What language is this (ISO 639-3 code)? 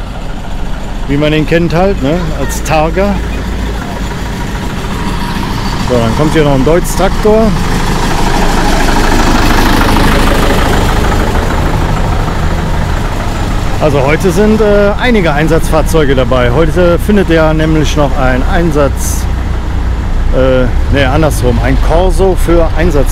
deu